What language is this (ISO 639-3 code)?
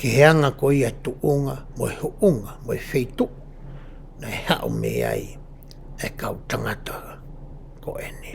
ton